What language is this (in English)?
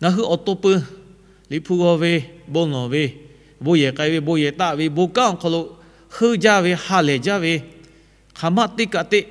Lahu